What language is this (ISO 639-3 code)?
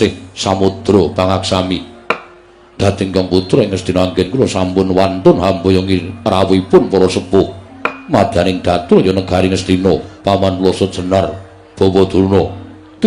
jav